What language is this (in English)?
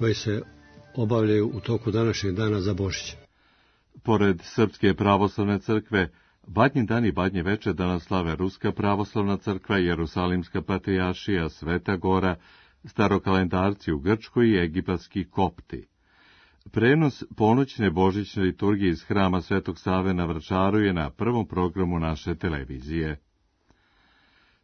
Serbian